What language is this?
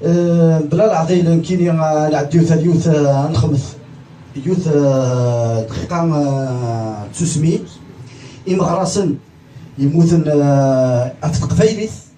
Kabyle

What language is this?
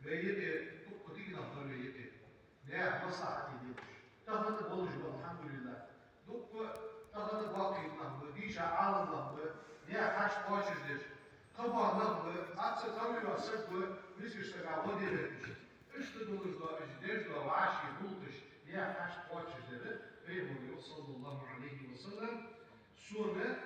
Ingush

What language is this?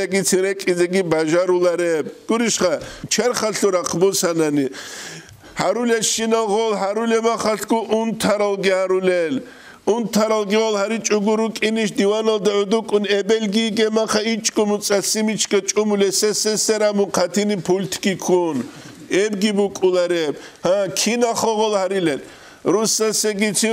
Avaric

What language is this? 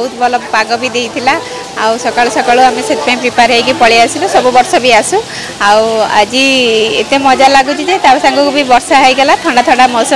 Odia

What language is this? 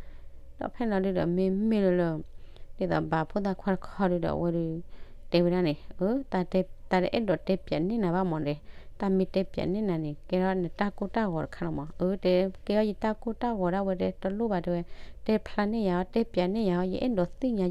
S'gaw Karen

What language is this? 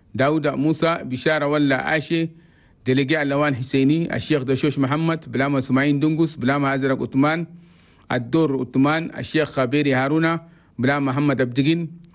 Chadian Arabic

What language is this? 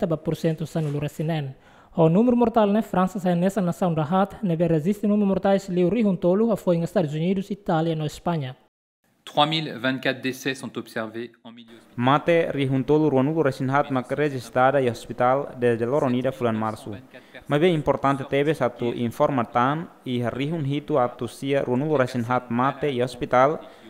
Tetum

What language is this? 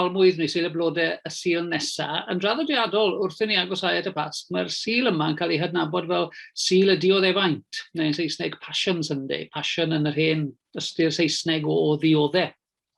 Welsh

